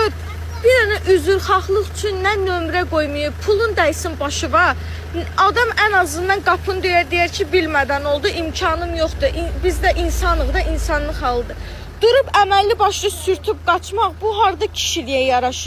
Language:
Azerbaijani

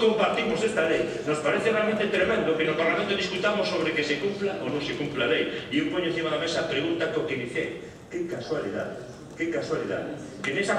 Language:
Galician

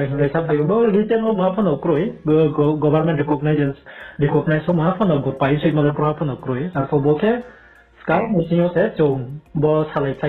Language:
Riang (India)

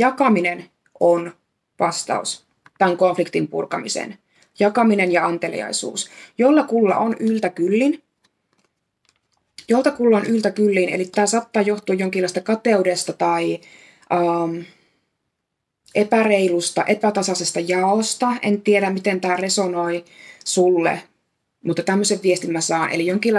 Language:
Finnish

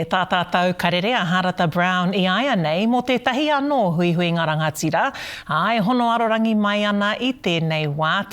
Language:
Māori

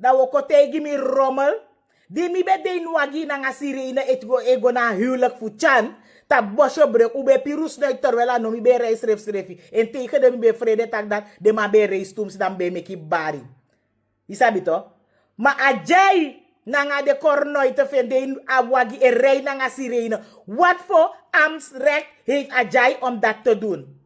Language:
Sranan Tongo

